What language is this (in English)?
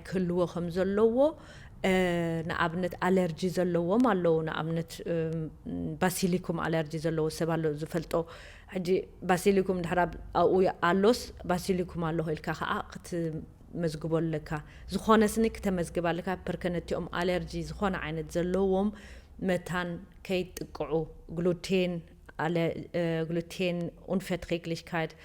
Tigrinya